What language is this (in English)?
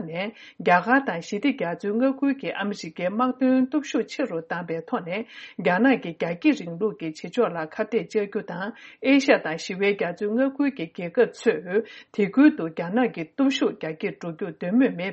Tibetan